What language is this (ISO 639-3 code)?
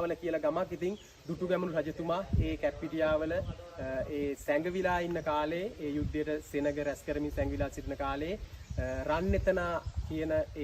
sin